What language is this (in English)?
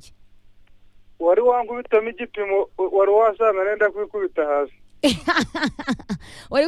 Kinyarwanda